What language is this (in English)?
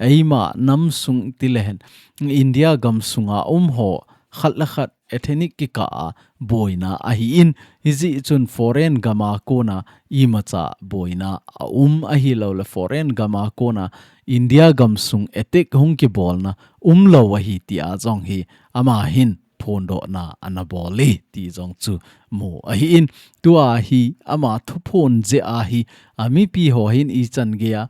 Thado Chin